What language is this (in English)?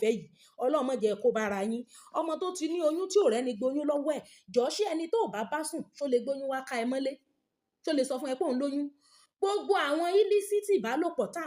Yoruba